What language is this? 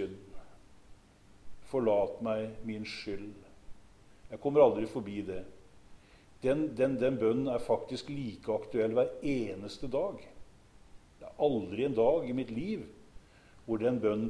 Norwegian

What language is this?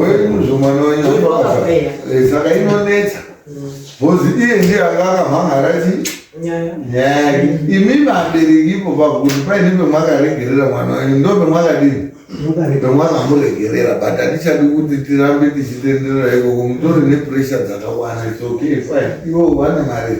Shona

